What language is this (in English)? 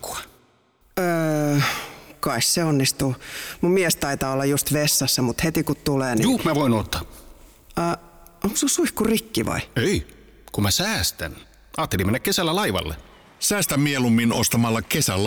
Finnish